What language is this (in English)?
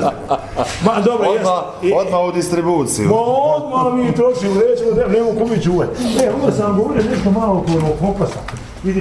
Bosnian